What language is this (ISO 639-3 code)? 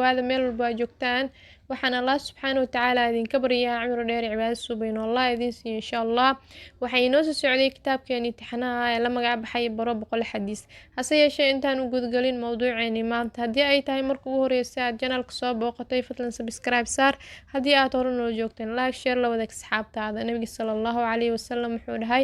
som